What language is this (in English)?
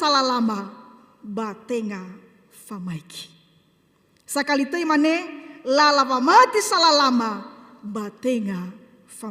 Nias